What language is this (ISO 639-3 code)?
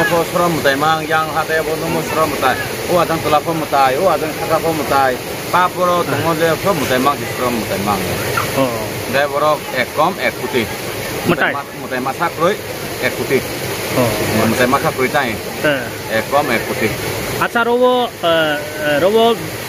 ria